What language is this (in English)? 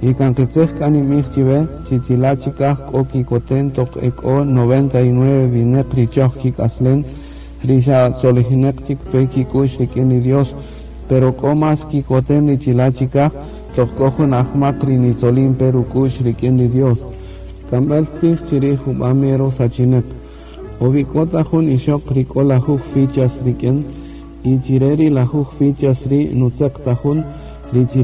Kaqchikel